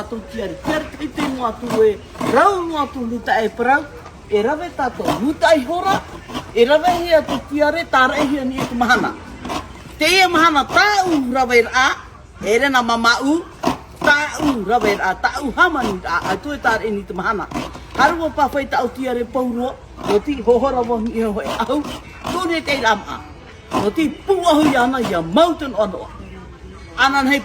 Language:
Tahitian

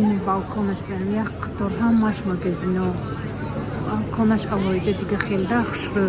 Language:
Tajik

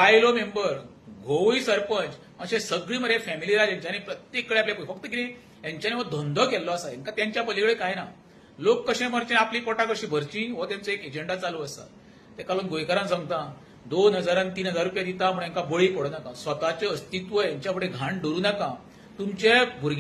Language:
Konkani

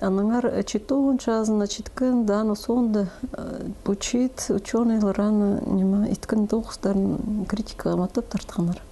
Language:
Khakas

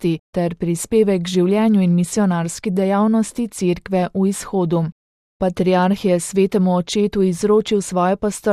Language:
Slovenian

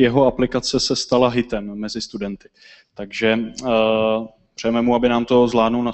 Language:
Czech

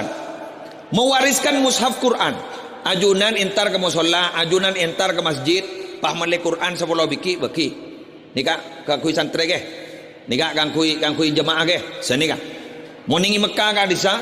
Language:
Madurese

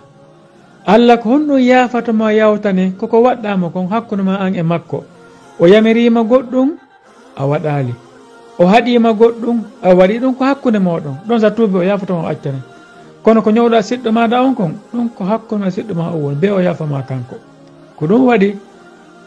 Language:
Fula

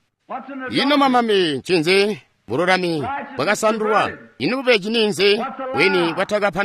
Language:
Tonga (Zambia)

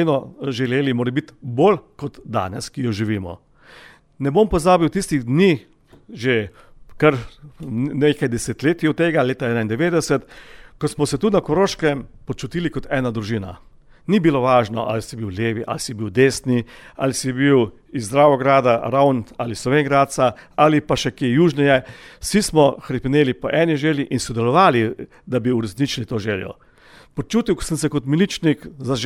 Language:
Slovenian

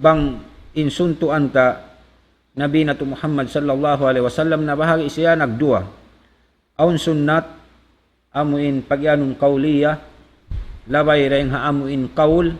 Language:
Tausug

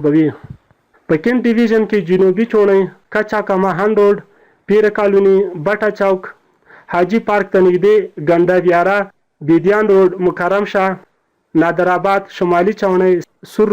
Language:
Pashto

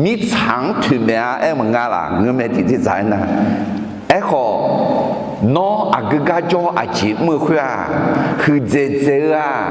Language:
Akha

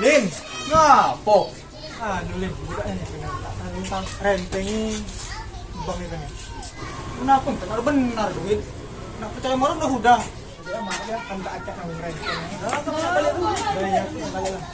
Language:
Musi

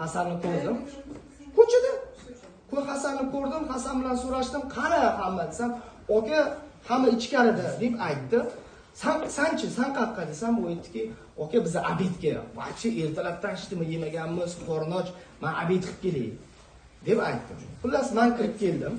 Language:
Uzbek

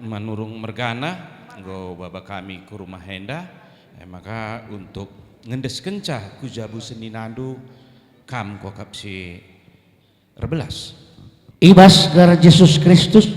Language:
Batak Karo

